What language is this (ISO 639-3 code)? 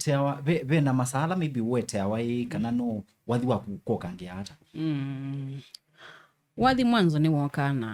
kam